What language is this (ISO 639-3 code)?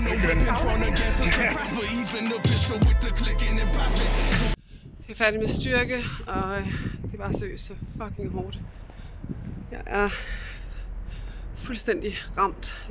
dan